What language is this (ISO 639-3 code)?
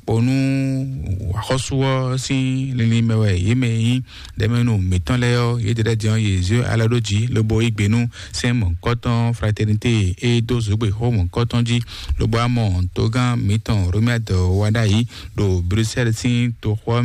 fon